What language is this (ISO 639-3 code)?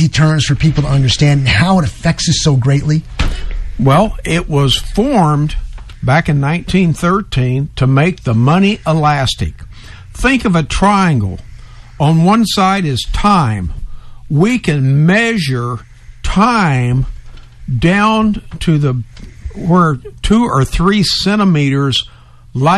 eng